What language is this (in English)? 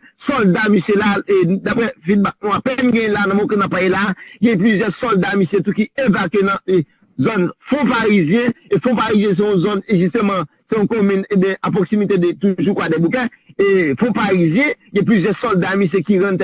Haitian Creole